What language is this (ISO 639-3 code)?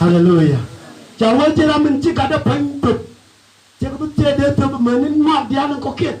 nus